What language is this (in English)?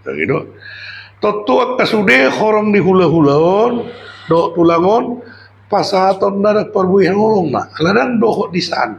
Batak Toba